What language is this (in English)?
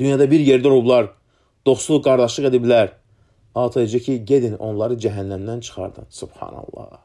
Azerbaijani